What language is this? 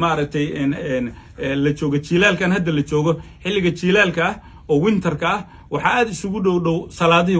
Somali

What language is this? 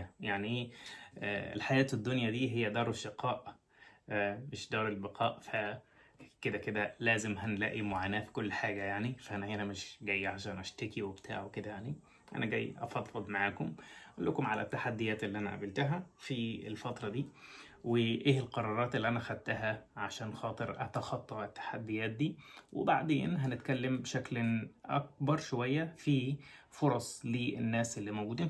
Egyptian Arabic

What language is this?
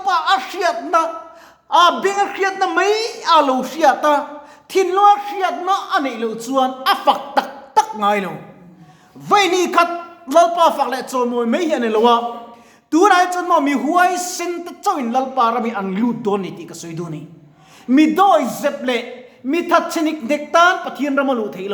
Mizo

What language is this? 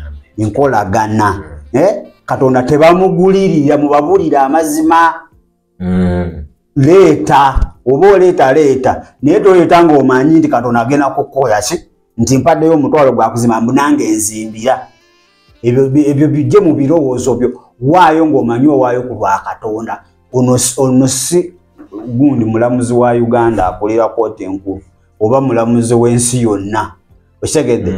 Ganda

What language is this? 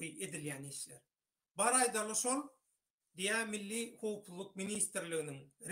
Turkmen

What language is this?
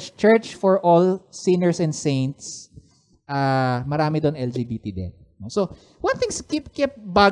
Filipino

